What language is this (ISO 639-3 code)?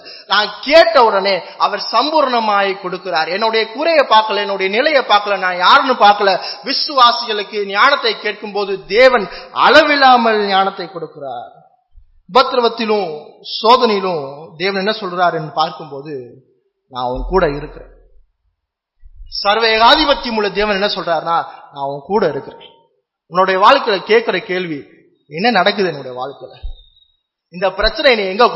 tam